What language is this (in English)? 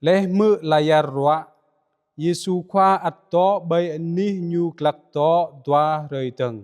Jarai